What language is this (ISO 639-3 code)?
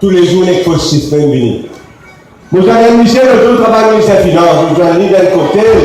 mfe